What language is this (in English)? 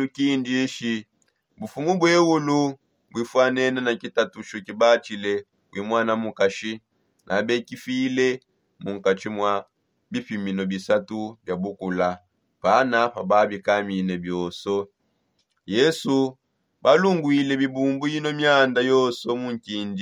Songe